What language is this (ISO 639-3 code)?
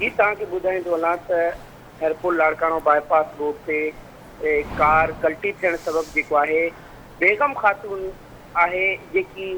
snd